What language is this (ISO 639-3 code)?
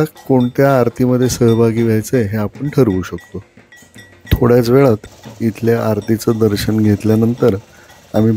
mar